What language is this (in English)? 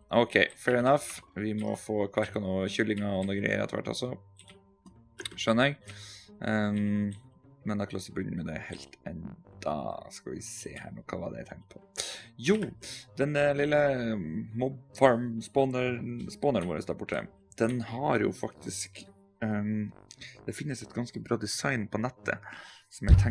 Norwegian